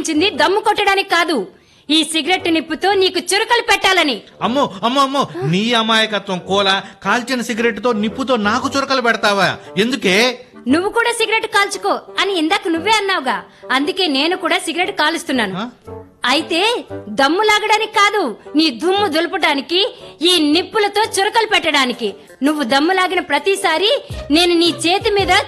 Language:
Telugu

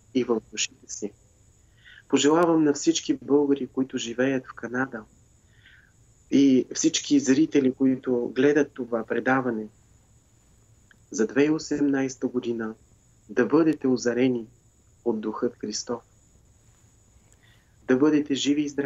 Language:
Bulgarian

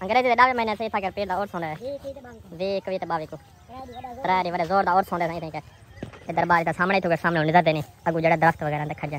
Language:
Saraiki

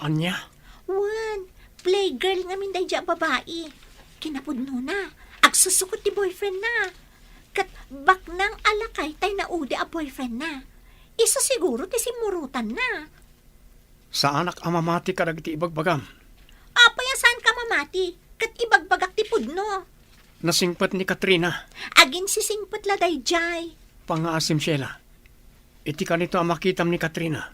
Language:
Iloko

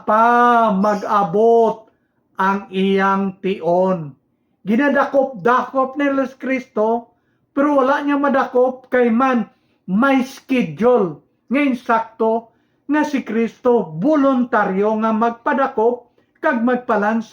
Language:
Hiligaynon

